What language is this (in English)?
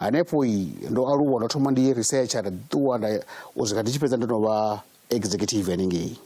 Venda